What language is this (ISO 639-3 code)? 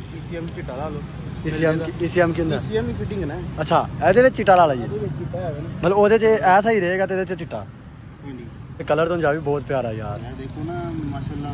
pan